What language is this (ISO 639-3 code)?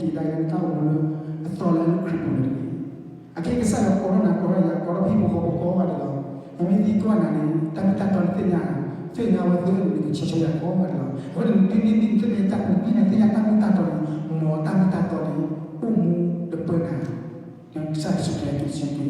ksw